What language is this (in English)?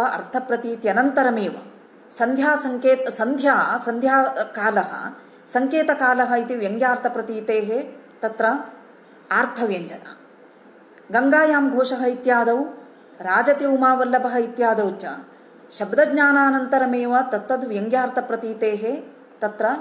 Sanskrit